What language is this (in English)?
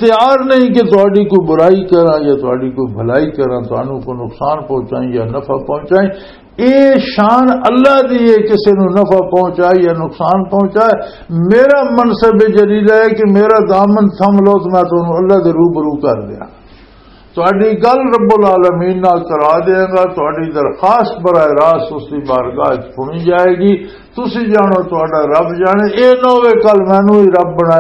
Western Panjabi